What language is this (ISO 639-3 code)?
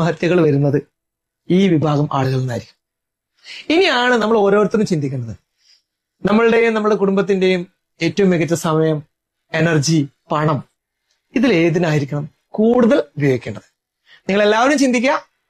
mal